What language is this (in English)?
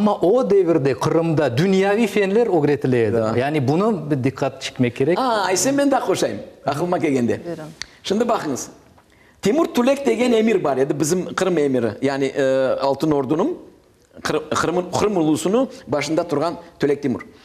Crimean Tatar